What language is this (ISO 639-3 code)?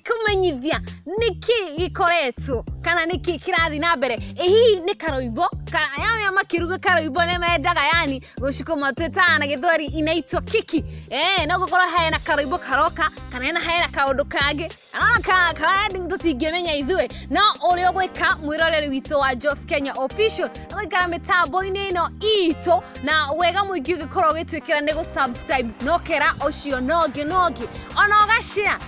kik